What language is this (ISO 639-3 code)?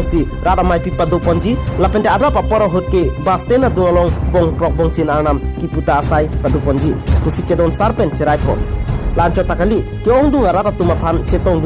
mjw